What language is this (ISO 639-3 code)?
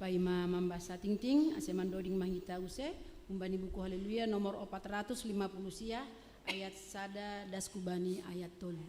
bts